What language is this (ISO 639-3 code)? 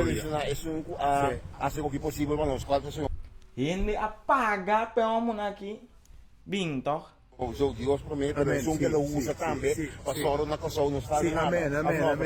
pap